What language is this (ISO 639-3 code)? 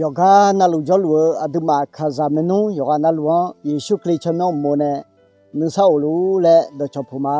ahk